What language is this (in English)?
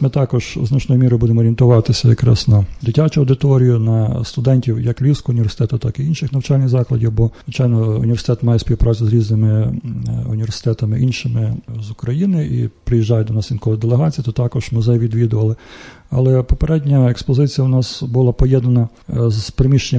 Ukrainian